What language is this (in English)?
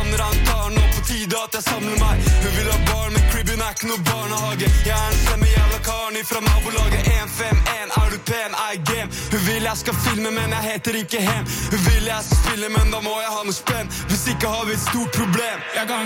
Norwegian